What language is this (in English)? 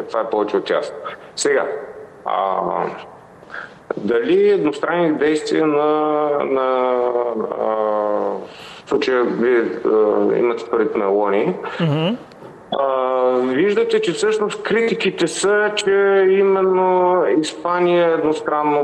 Bulgarian